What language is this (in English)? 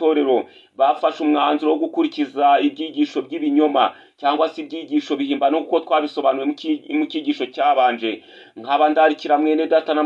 Kinyarwanda